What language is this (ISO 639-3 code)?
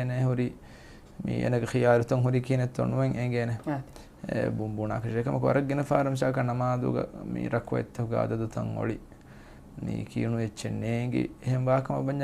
div